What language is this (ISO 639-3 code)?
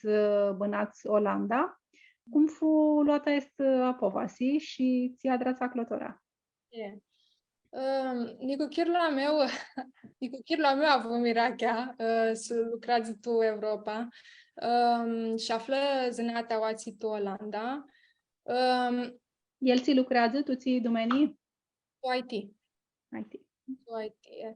rup